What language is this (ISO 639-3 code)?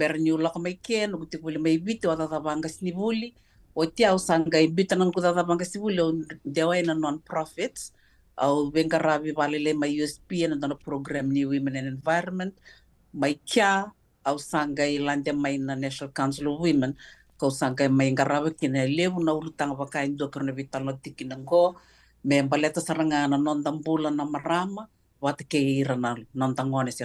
fij